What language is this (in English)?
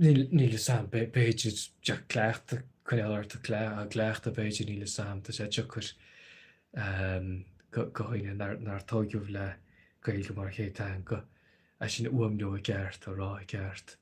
Irish